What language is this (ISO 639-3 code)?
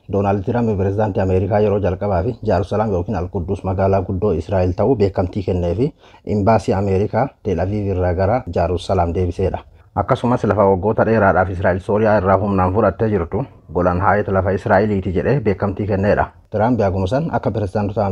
orm